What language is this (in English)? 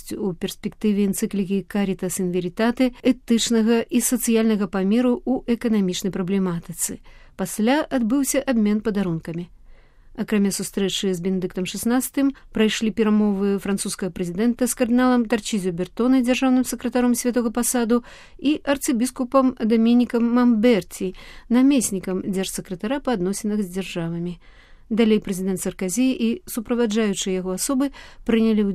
Belarusian